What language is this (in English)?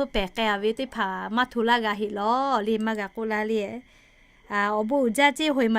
Lahu